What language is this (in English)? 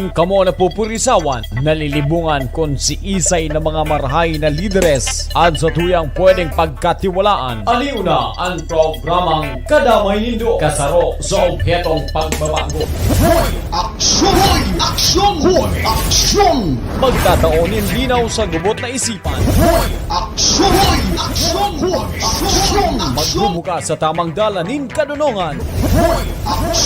Bikol